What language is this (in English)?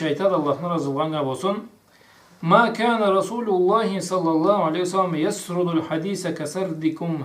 Karachay-Balkar